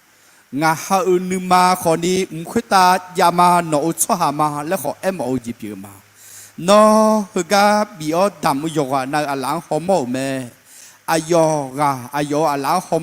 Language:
Akha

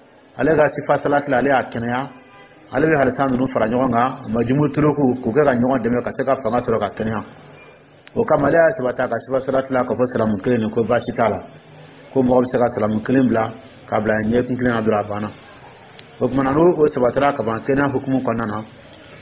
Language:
Dyula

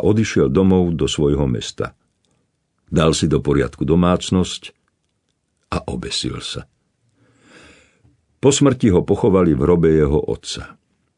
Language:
Slovak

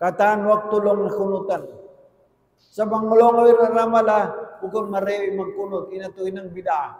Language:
Tausug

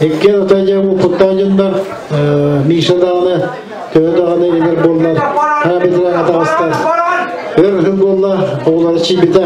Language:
Yakut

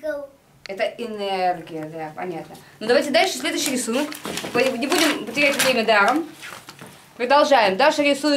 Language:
Russian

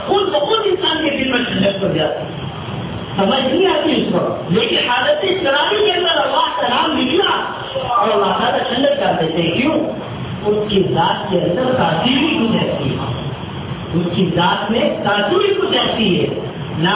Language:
Urdu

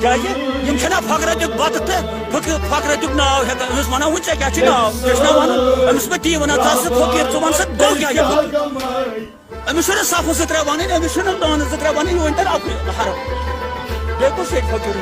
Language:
Kashmiri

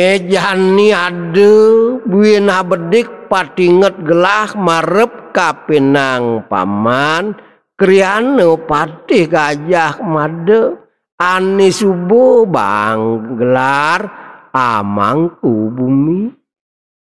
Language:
Balinese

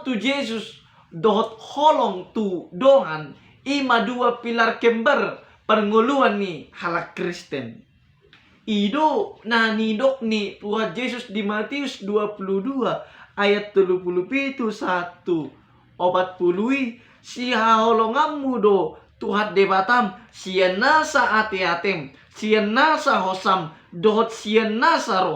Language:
Batak Toba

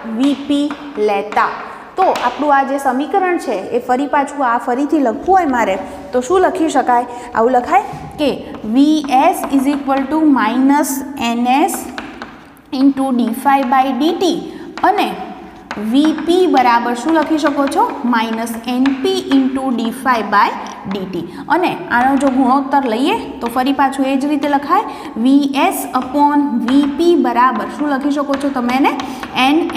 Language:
Gujarati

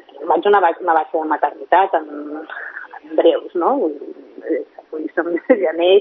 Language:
Catalan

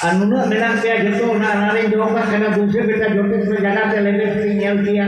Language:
Santali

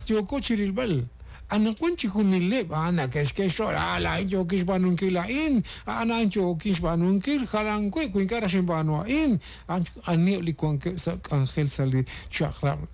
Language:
Kekchí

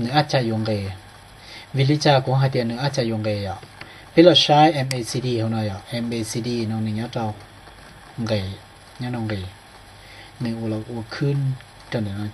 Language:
Hmong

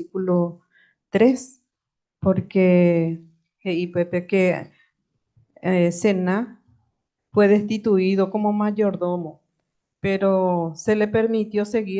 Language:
Guarani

